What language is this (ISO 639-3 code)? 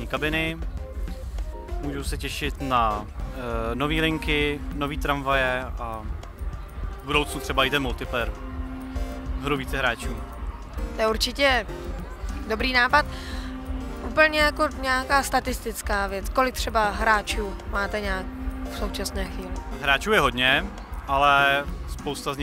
ces